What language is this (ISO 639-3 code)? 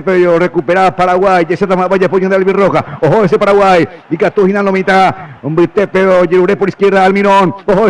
grn